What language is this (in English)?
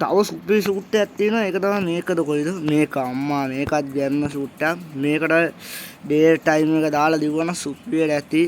Sinhala